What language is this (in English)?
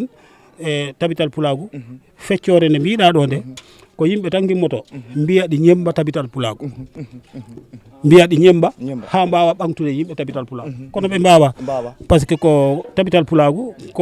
Fula